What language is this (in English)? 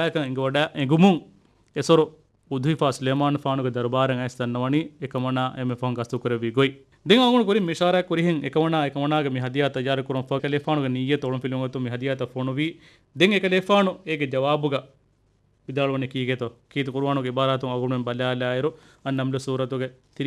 Divehi